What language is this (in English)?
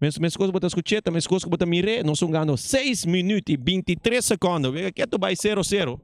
Papiamento